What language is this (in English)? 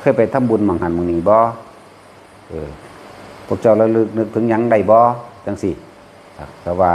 Northeastern Thai